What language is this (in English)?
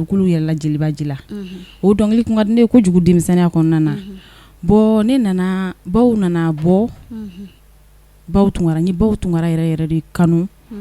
Bambara